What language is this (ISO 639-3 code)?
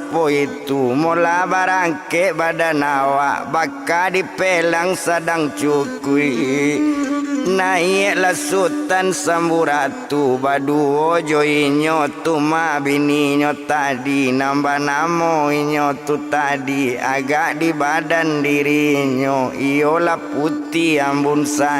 min